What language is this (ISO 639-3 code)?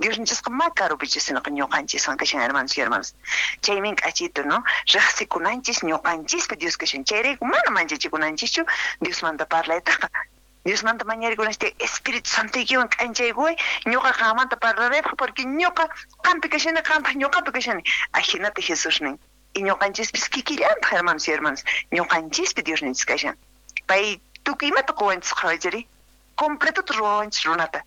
que